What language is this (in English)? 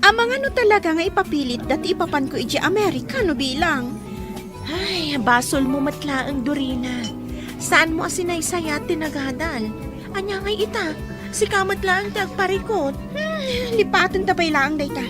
Iloko